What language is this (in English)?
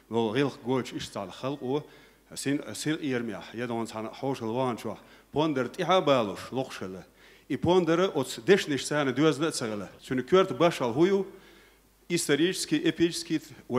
Chechen